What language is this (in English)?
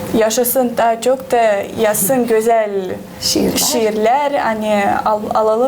Gagauz